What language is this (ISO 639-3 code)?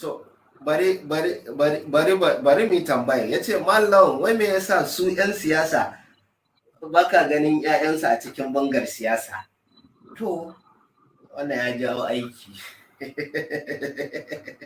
hau